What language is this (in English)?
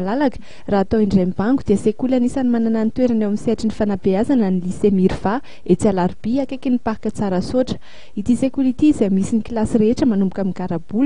Malagasy